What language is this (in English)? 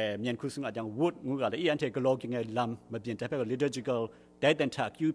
Kachin